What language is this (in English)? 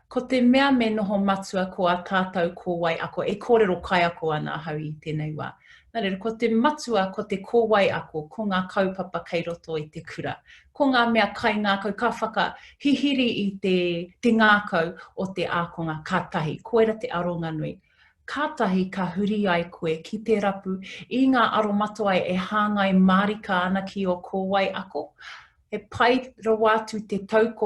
Māori